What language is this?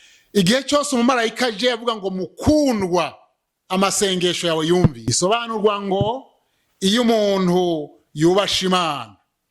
Rundi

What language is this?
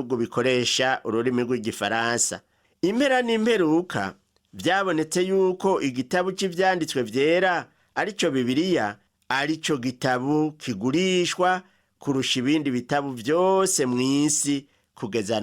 Rundi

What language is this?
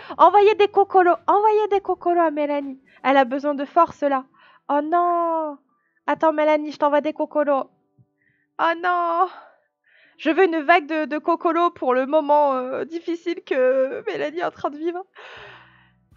French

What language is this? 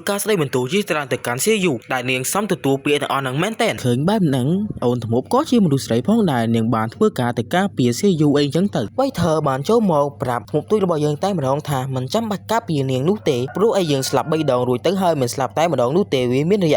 Khmer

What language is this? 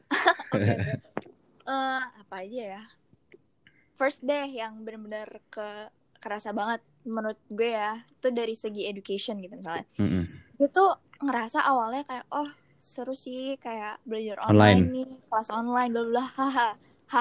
Indonesian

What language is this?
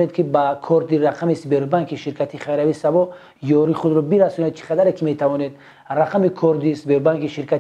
Tajik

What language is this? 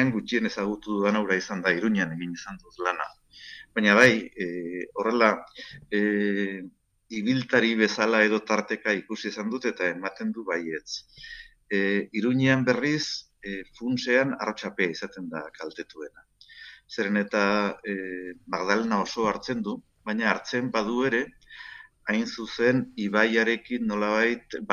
Basque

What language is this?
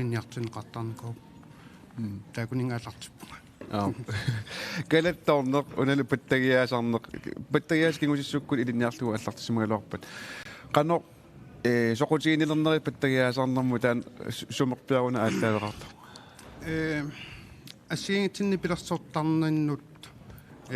Kalaallisut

